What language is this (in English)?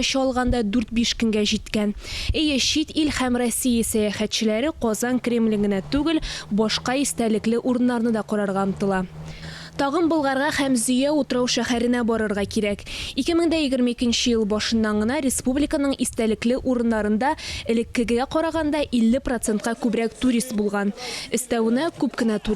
Tatar